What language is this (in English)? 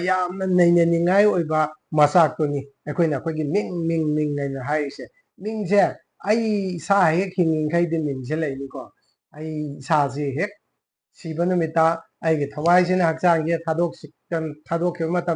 Manipuri